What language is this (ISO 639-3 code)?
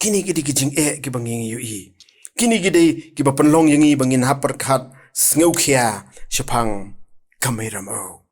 kha